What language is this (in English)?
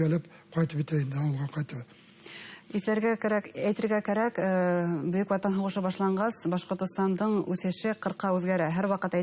Bashkir